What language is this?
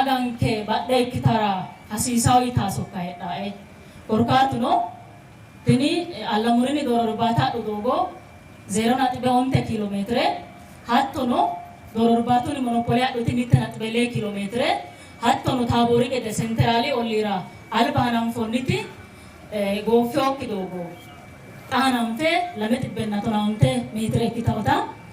Sidamo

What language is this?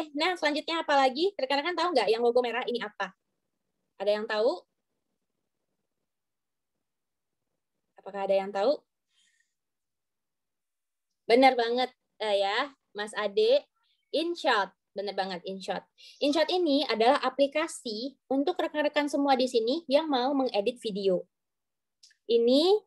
Indonesian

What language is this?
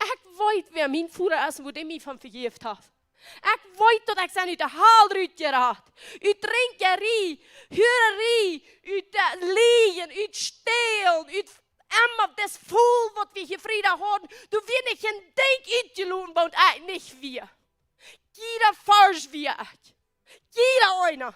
Plautdietsch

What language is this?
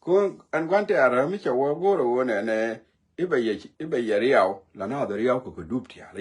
Nuer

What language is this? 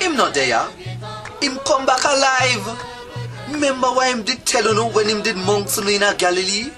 Jamaican Creole English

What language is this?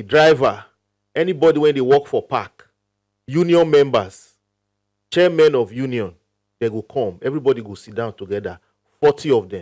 Nigerian Pidgin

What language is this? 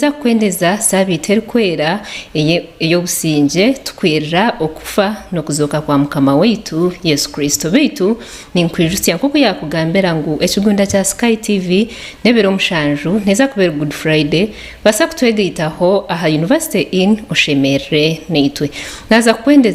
Nyankole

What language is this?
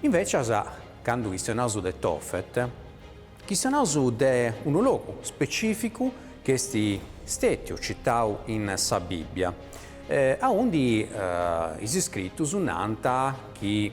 Sardinian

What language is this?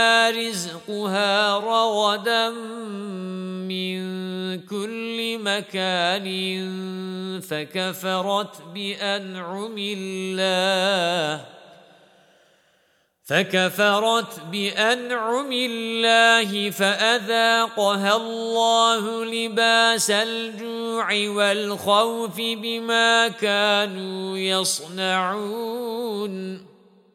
Arabic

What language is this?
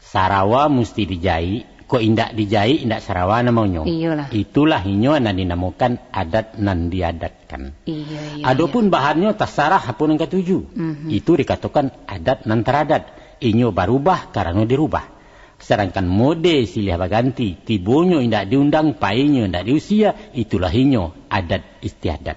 Minangkabau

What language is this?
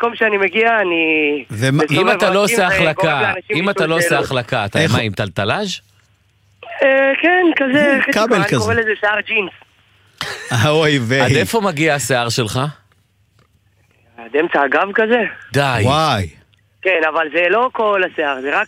Hebrew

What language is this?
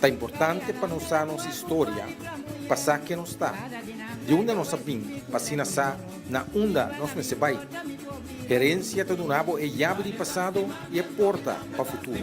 Papiamento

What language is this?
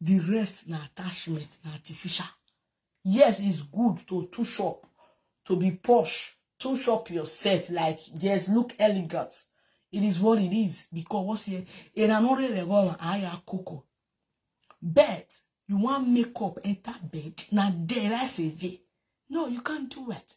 Nigerian Pidgin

